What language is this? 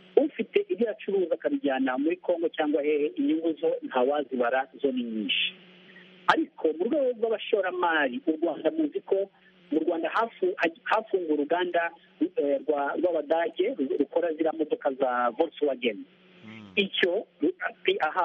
Kinyarwanda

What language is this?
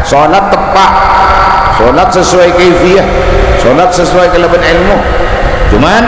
Madurese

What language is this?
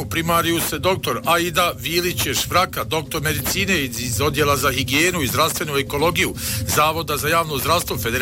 Bosnian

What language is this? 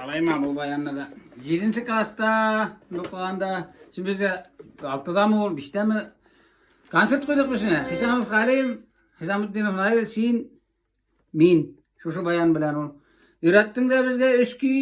Tatar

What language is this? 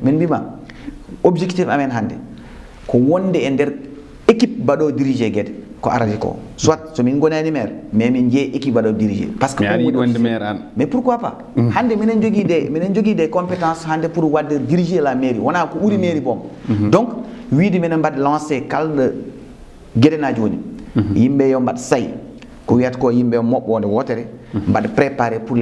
Fula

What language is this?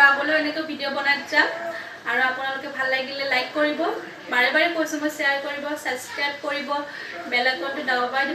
Assamese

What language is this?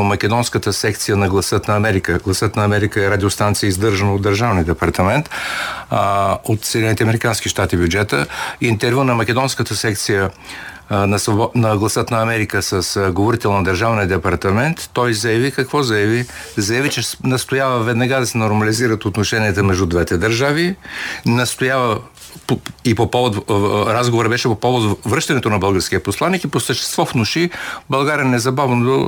Bulgarian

